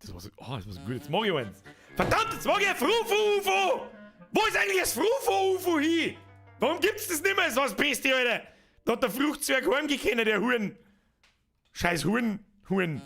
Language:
Bavarian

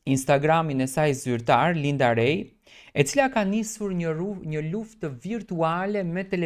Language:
Albanian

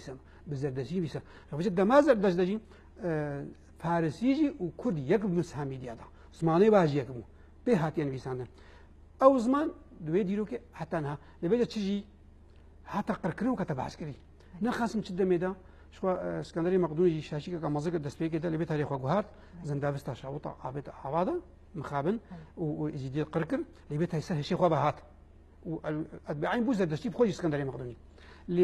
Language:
Kurdish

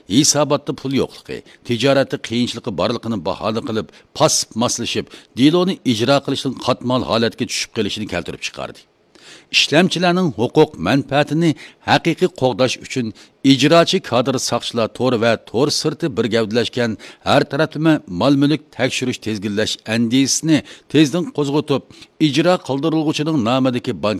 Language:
Uyghur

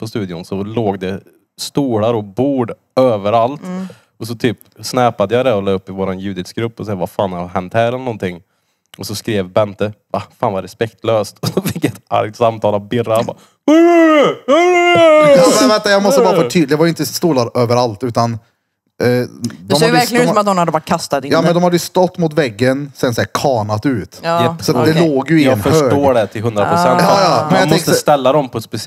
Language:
Swedish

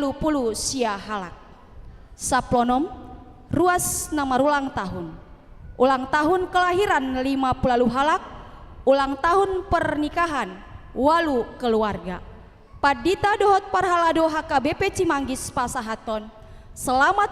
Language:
Batak Toba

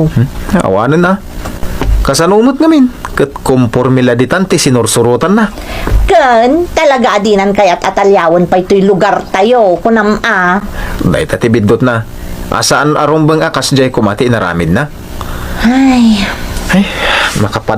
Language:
Iloko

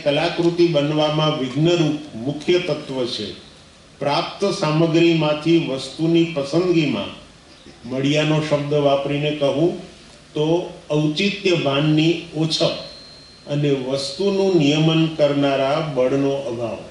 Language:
Gujarati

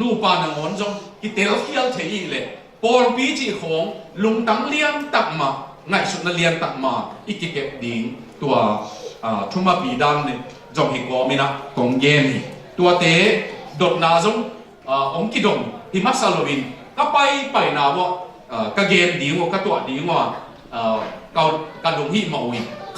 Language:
Tedim Chin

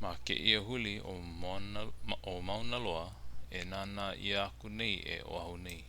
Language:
Hawaiian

